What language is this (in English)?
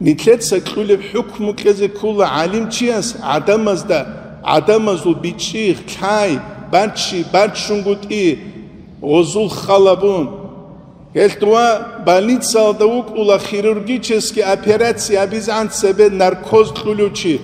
Avaric